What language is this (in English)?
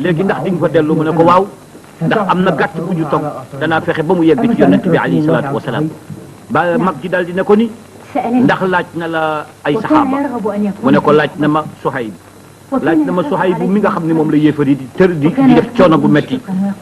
Wolof